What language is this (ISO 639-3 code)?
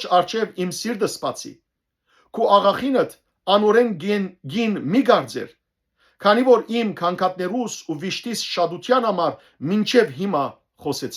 hyw